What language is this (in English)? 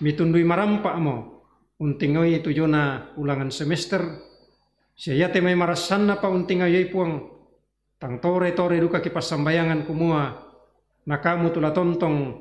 Toraja-Sa'dan